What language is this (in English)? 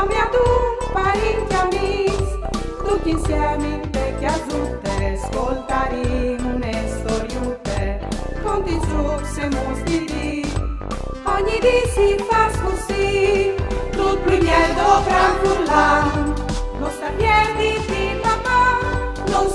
Friulian